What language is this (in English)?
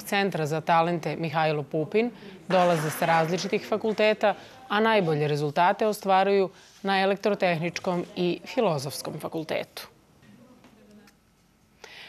Serbian